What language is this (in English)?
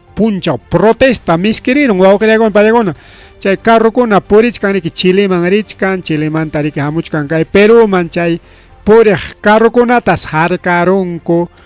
Ayacucho Quechua